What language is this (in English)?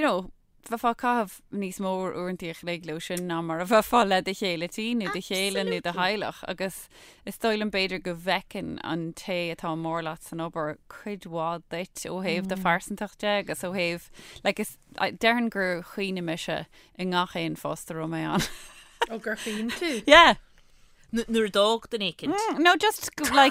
Irish